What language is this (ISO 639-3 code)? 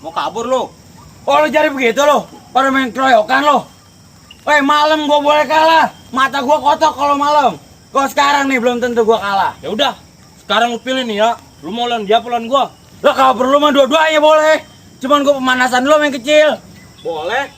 bew